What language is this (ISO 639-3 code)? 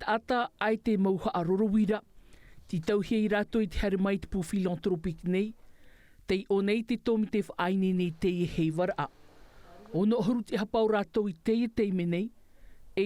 tah